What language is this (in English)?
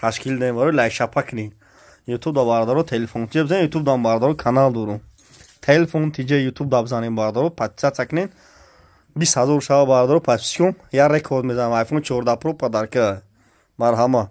Tajik